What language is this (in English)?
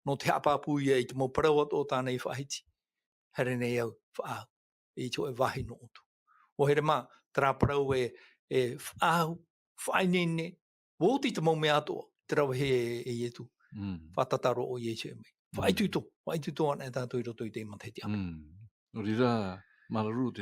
Tahitian